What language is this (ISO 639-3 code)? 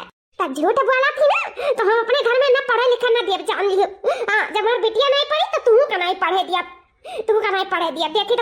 awa